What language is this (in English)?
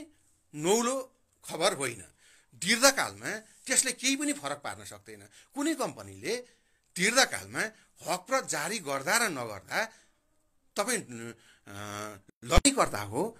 Nepali